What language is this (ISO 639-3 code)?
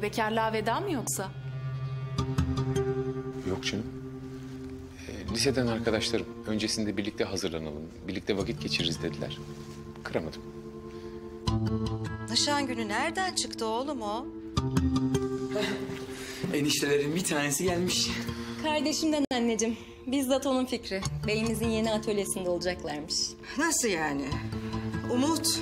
tur